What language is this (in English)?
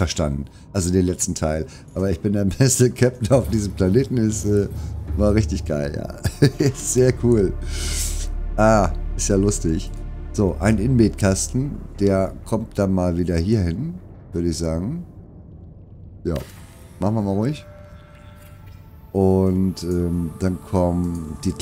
German